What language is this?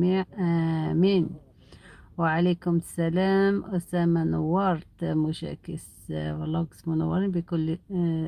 Algerian Arabic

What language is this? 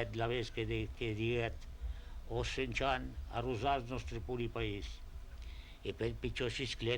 Occitan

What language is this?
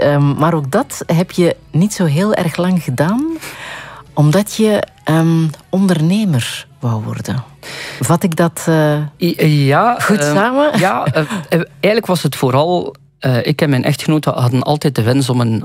Dutch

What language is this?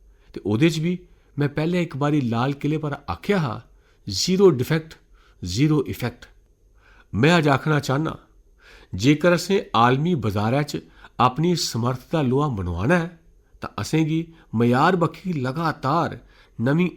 Dogri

